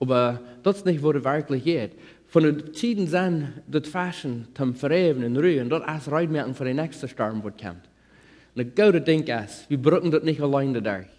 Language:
Plautdietsch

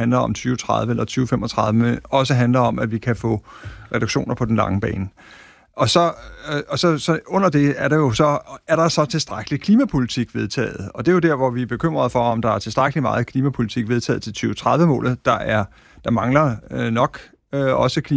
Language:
Danish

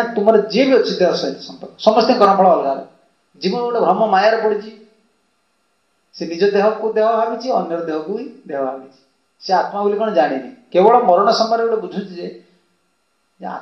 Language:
Odia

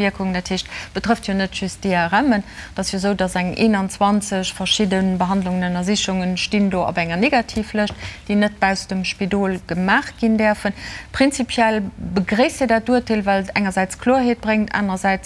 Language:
Luxembourgish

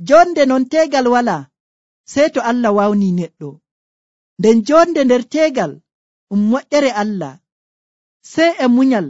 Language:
Nigerian Fulfulde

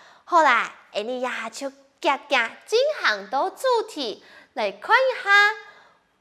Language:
Hakka Chinese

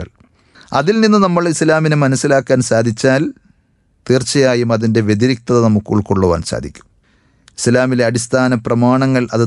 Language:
Malayalam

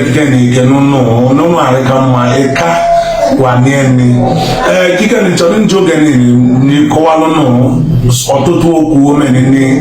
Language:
Igbo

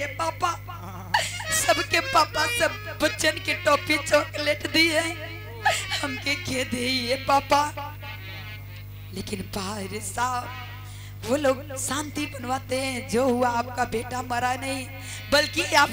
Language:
Bhojpuri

